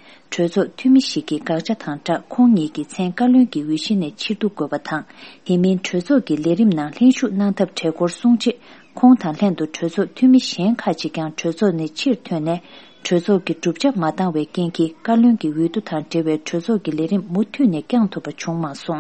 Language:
Tibetan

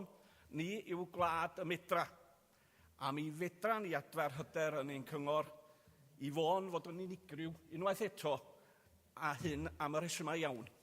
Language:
Welsh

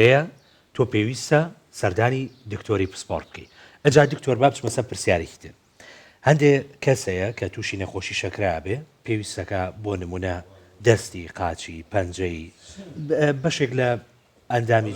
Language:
Central Kurdish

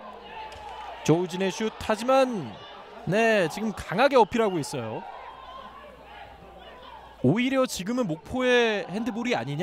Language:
Korean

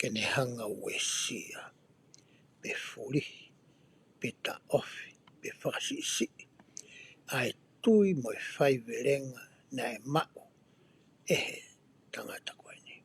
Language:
Tongan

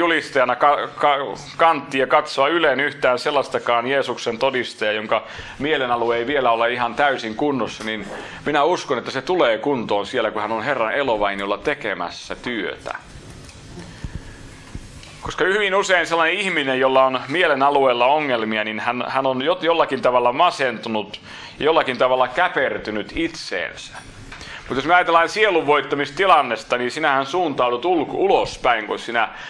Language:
Finnish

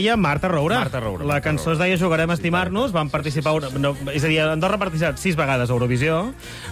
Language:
Catalan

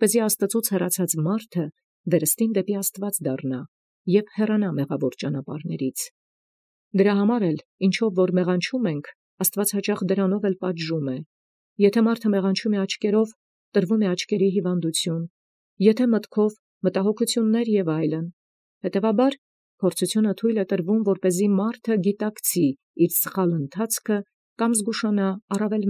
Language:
Armenian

